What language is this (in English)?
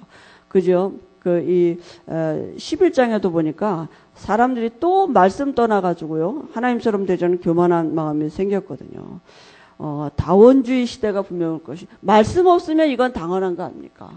Korean